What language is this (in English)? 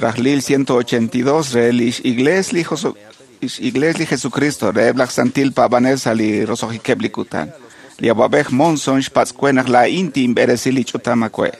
Kekchí